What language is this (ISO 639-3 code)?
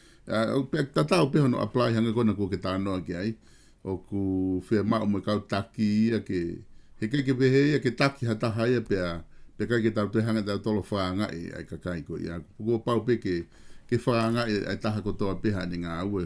ton